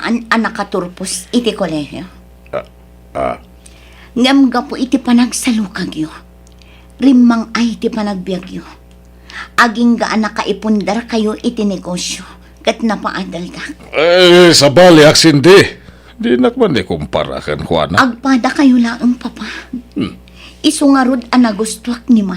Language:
Iloko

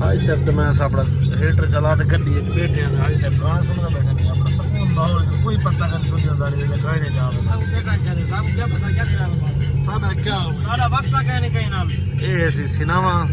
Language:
Saraiki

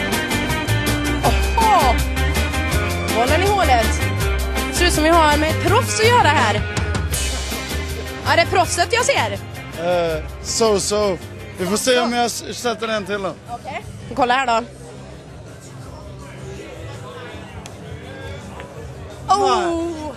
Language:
Swedish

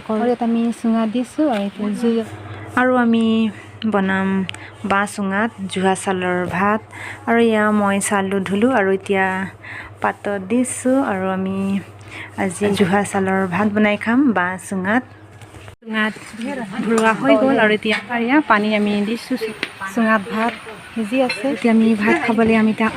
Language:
Assamese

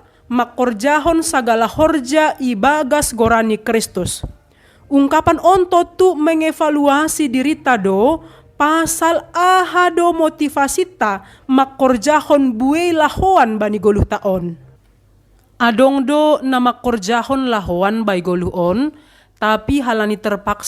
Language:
Batak Simalungun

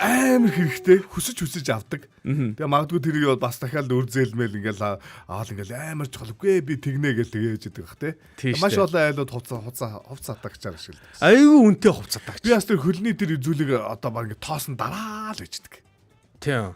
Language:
Mongolian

